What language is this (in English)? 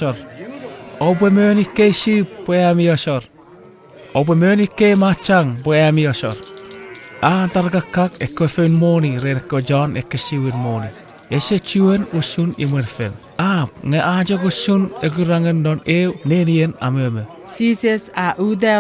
Chuukese